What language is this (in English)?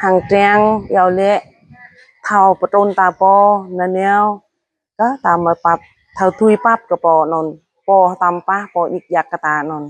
Jarai